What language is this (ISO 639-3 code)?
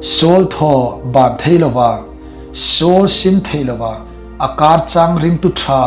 hmr